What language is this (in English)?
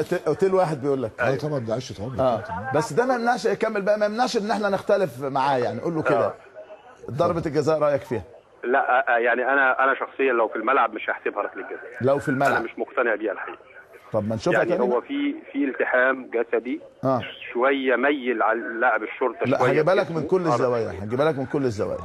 Egyptian Arabic